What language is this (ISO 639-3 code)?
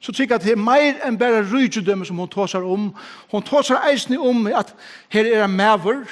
fao